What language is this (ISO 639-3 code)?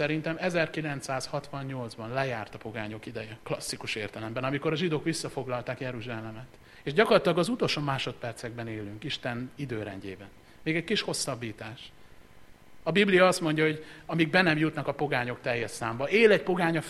hun